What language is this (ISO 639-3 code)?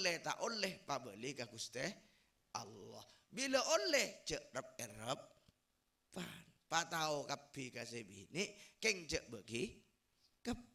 mad